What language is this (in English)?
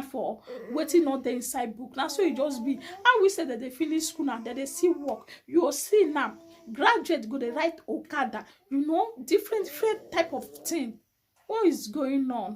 Nigerian Pidgin